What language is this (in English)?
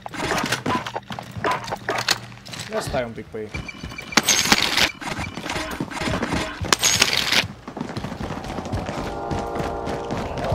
Romanian